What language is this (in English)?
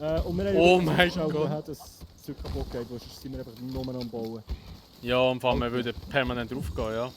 Swiss German